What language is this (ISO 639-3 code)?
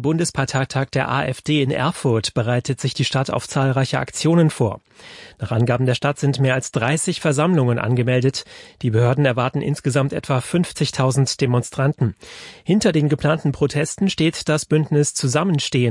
deu